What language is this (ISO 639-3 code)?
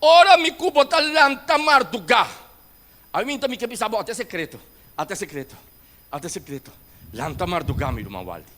pap